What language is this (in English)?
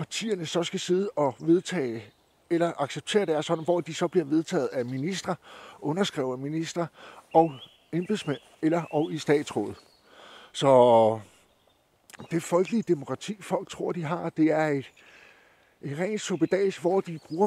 Danish